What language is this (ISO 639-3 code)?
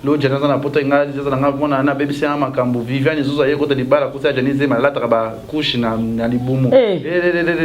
lin